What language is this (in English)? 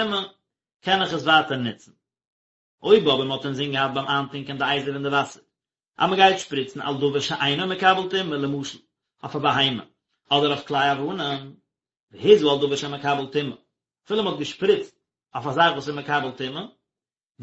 Yiddish